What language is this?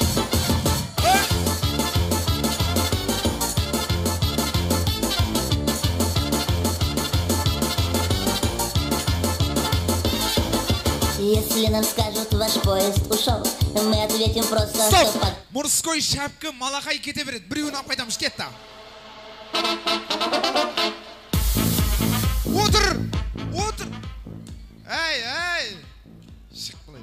Kazakh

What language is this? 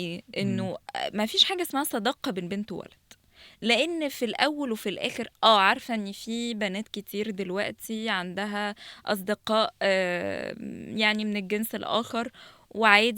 Egyptian Arabic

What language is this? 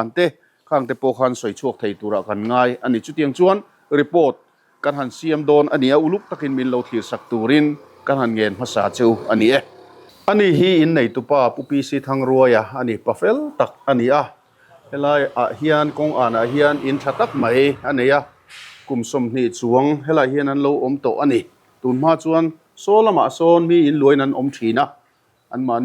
Mizo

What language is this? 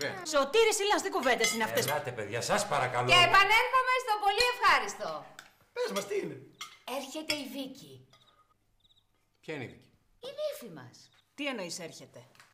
Greek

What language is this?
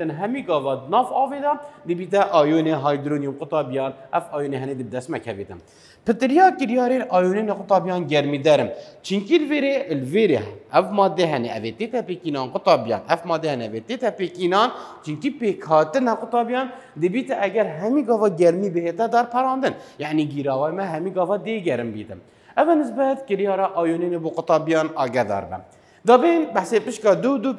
Kurdish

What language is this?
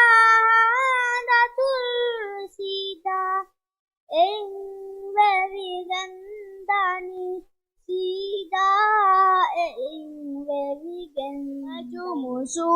Divehi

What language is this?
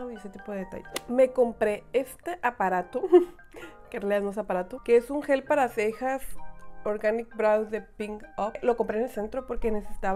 Spanish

